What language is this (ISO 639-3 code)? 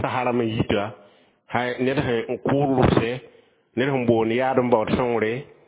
mos